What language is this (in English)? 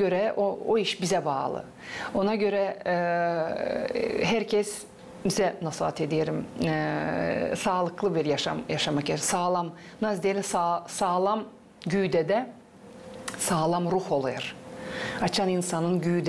Gagauz